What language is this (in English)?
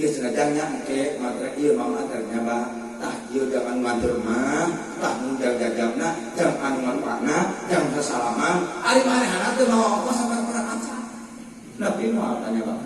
Sundanese